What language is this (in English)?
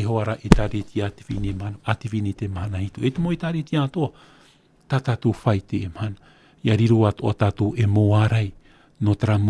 Tahitian